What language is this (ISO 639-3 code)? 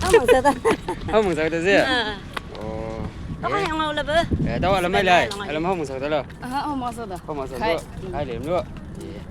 nbc